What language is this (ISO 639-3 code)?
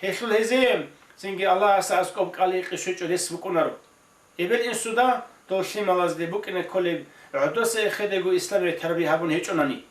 ava